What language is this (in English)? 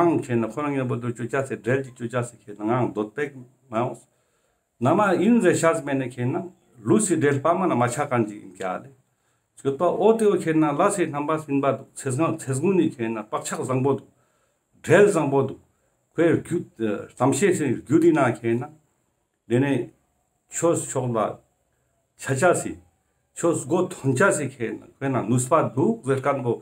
Ladakhi